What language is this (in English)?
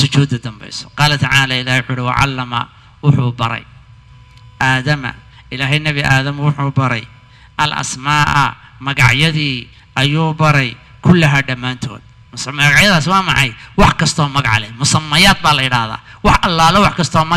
Somali